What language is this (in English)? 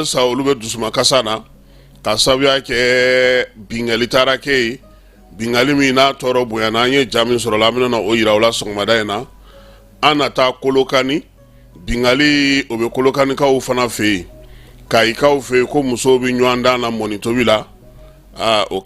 Bambara